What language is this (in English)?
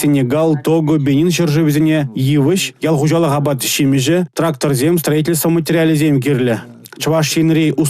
Chuvash